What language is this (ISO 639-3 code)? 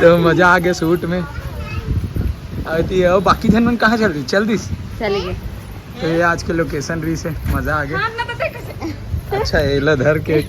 hne